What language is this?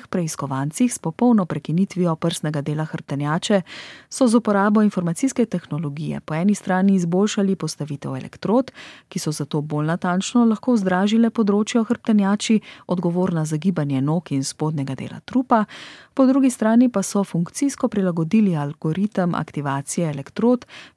Slovenian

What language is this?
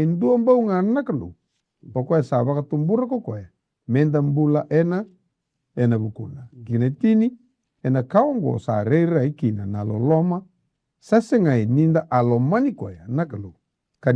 Fijian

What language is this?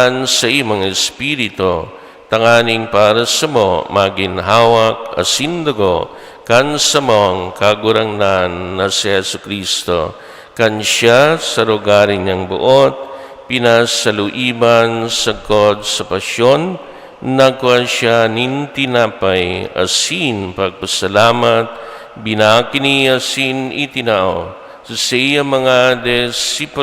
Bikol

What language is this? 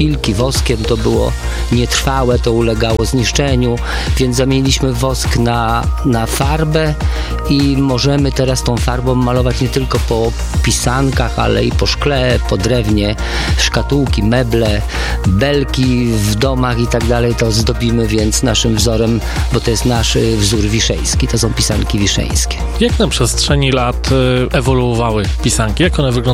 Polish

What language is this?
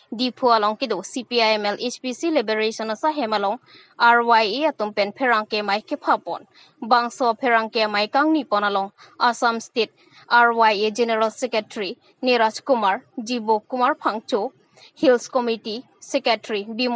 Karbi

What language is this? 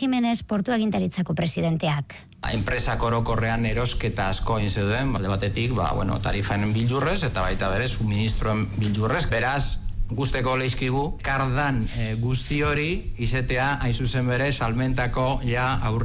Basque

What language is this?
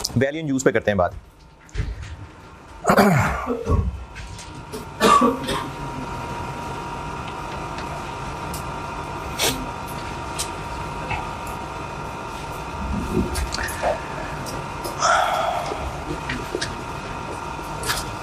Hindi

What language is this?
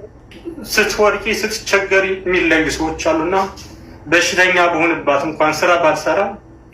Amharic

